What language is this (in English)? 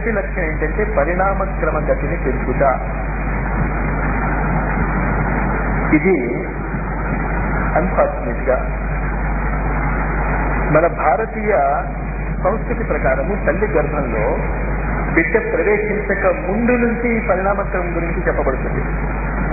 Telugu